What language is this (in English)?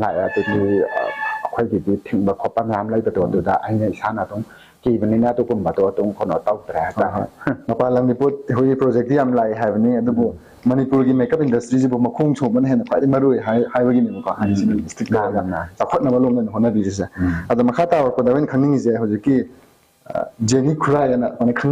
Manipuri